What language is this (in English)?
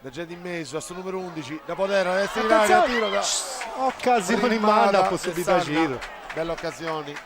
Sardinian